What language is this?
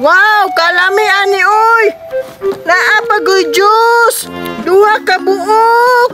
Cebuano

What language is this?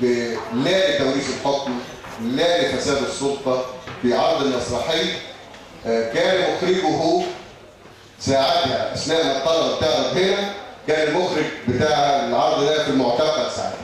Egyptian Arabic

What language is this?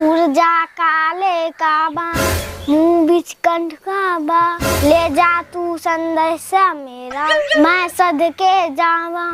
Angika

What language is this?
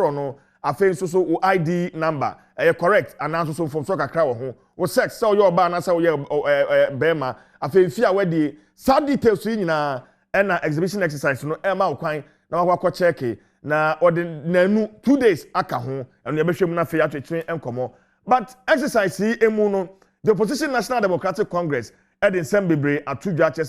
Akan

